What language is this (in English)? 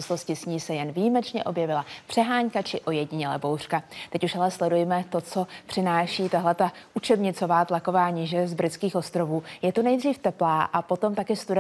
Czech